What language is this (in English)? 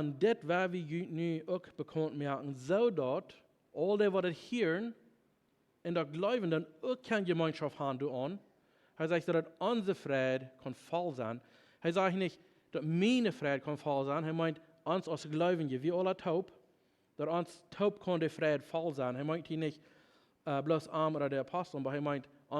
Plautdietsch